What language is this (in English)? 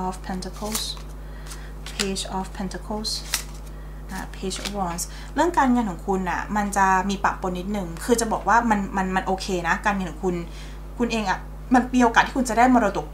Thai